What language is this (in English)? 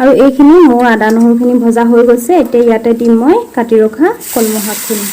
Assamese